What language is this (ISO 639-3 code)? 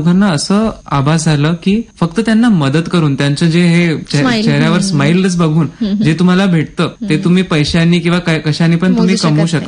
mar